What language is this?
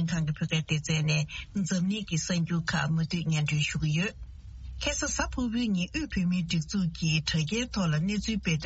Tibetan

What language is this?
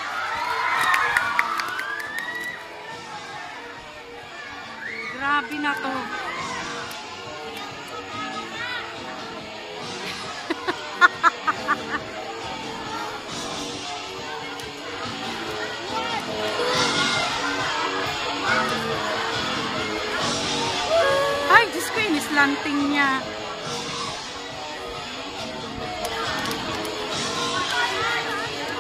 Filipino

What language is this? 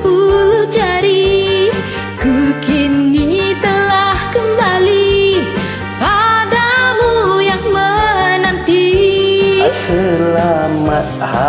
Malay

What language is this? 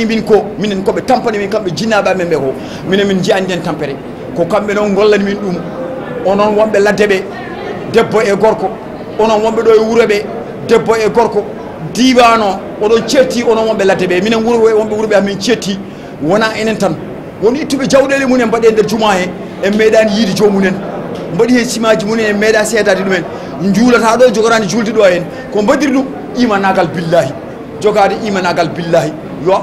Fula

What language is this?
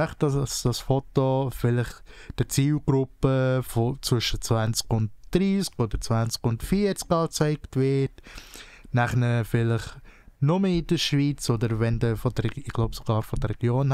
Swiss German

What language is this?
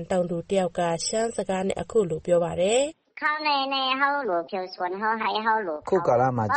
Burmese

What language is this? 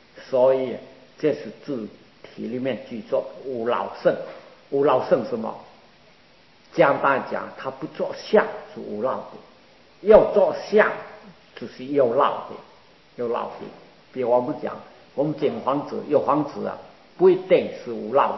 Chinese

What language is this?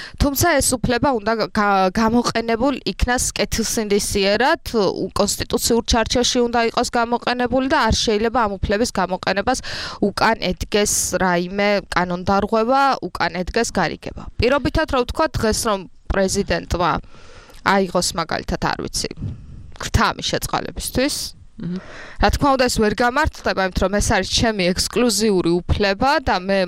Georgian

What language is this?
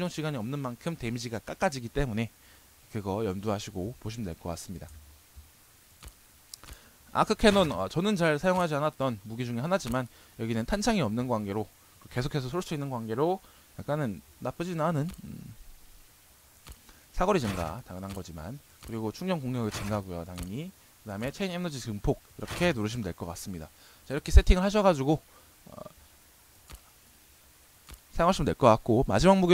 Korean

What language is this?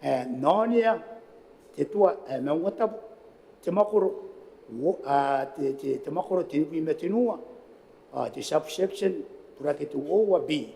Gilbertese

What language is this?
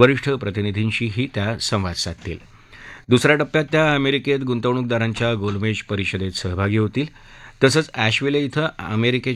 Marathi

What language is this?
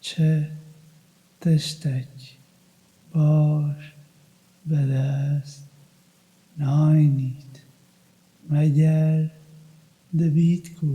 Kurdish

